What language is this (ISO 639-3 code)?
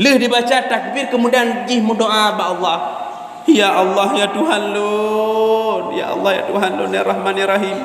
ace